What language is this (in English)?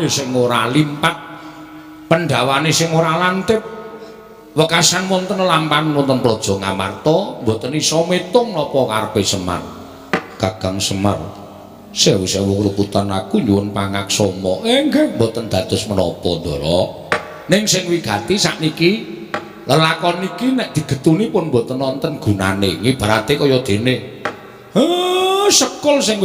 Javanese